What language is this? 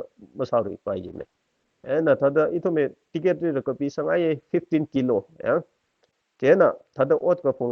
Tangkhul Naga (India)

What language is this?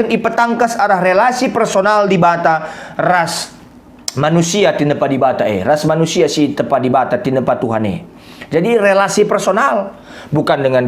Batak Karo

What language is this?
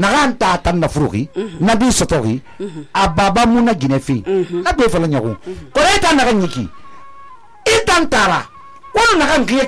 Susu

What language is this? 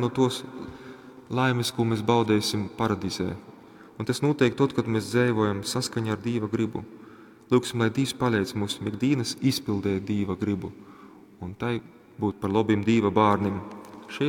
Latgalian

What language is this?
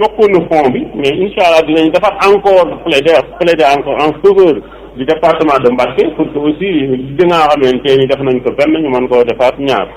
Wolof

